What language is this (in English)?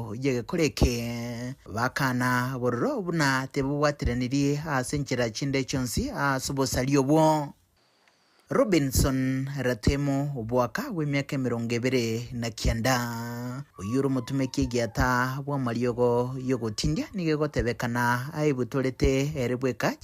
Gusii